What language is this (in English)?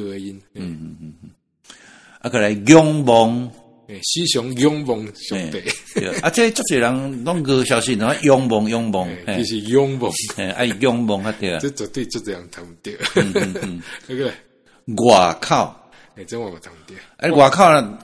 Min Nan Chinese